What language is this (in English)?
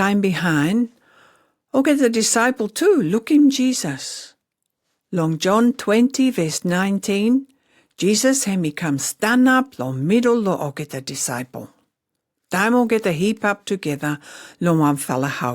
Pijin